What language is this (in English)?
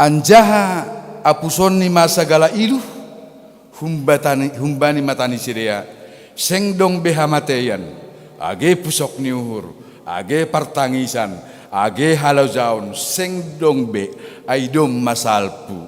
Batak Simalungun